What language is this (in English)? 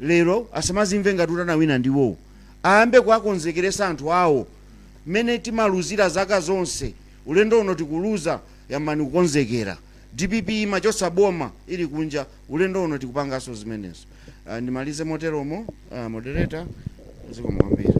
Nyanja